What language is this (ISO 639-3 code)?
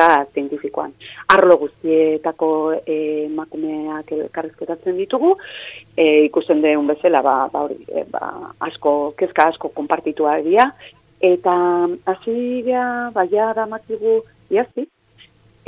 eus